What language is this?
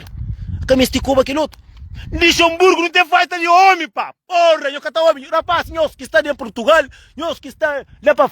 Kabuverdianu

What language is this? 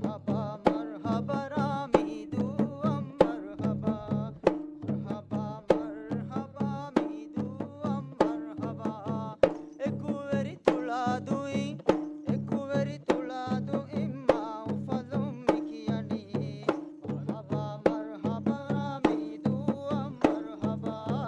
Divehi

